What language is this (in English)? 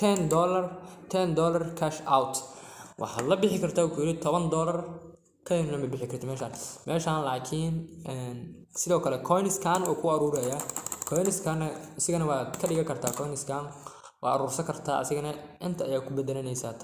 Somali